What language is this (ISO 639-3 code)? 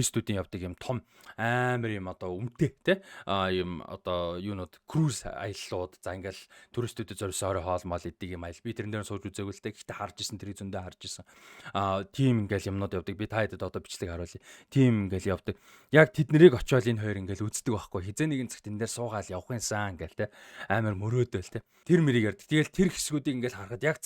mon